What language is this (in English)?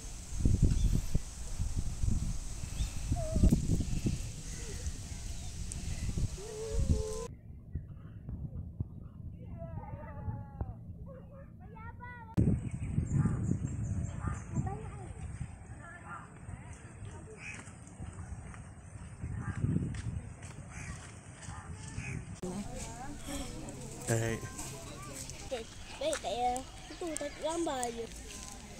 Malay